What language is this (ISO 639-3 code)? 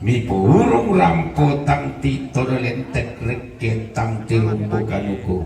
sda